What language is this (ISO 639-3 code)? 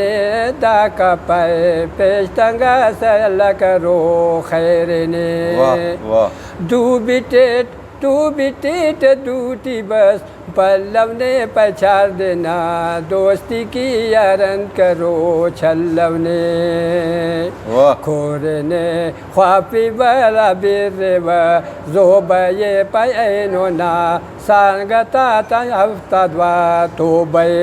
brh